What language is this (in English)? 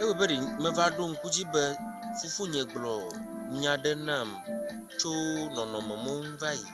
Ewe